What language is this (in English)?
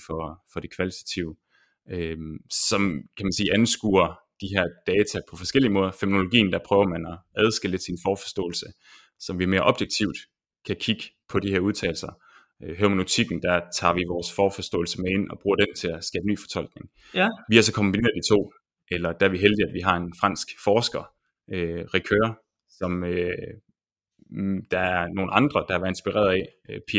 Danish